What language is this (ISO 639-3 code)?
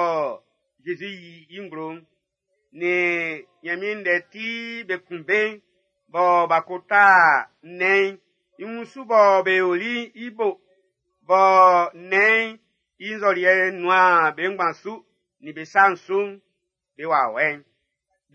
bci